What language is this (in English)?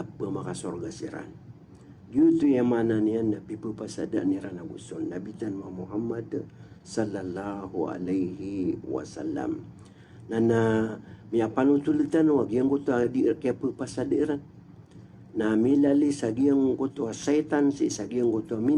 Maranao